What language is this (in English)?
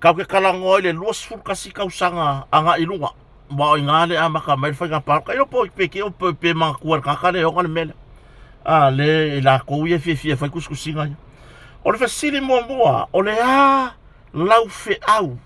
Samoan